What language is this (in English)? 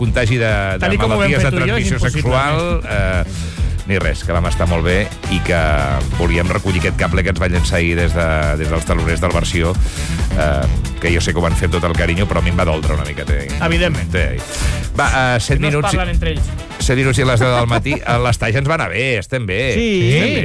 Catalan